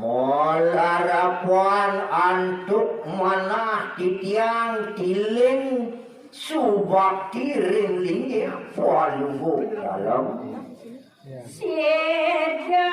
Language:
Balinese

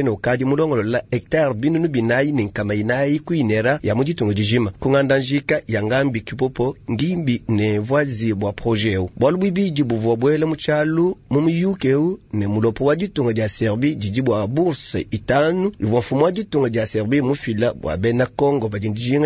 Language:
Luba-Lulua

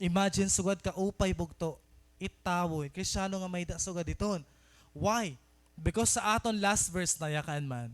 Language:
Waray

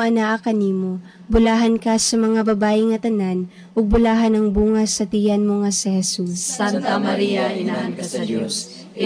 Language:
Cebuano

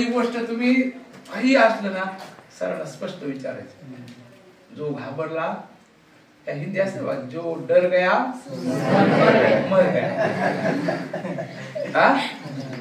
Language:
Marathi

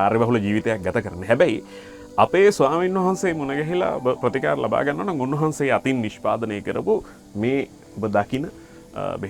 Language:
Sinhala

